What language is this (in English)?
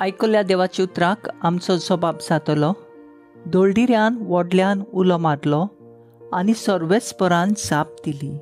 Konkani